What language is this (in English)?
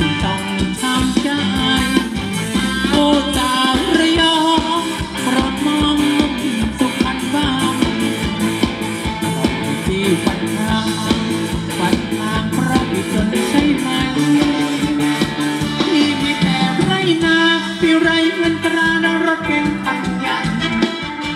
Thai